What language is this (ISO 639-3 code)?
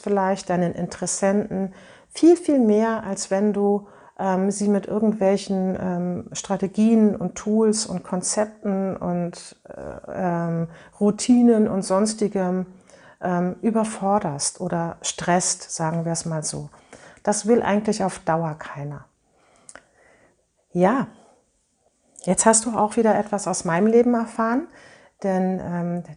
deu